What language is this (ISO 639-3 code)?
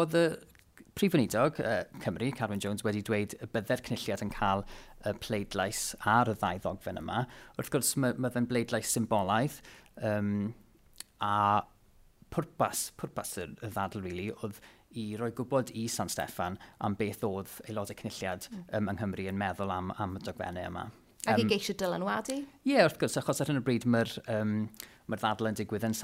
cym